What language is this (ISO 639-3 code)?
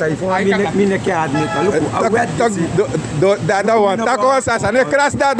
srn